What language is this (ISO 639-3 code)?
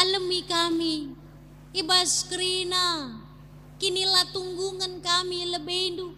btx